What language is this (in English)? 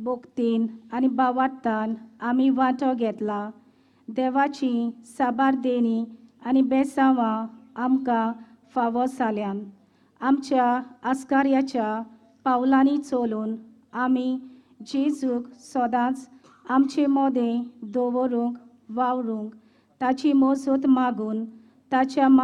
Konkani